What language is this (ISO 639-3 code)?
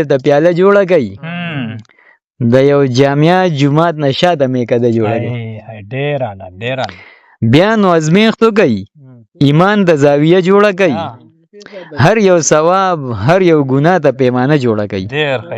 pus